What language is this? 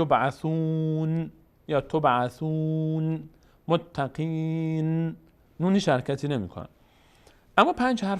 Persian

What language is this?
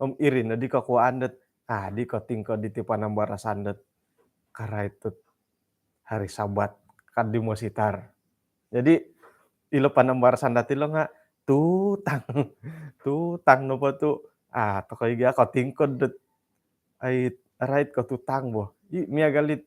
Central Dusun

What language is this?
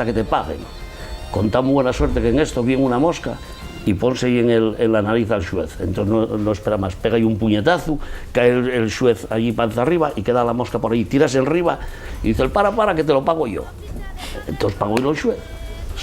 Asturian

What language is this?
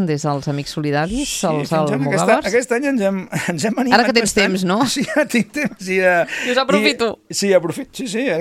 Catalan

